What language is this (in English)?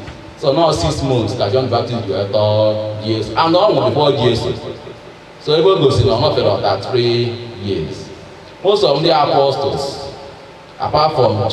Igbo